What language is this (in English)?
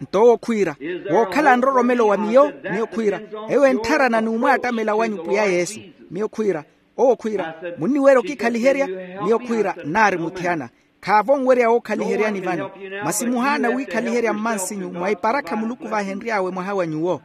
Makhuwa